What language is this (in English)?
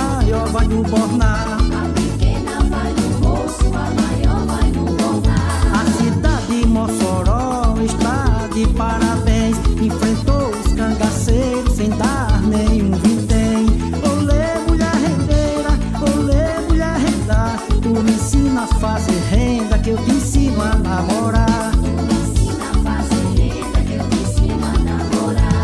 Portuguese